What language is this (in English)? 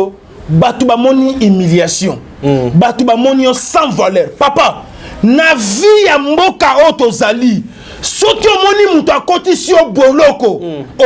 Lingala